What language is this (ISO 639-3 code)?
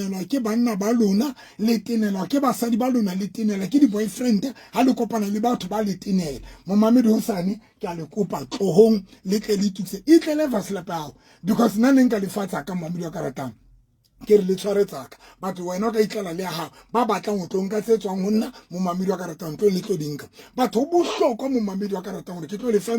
sot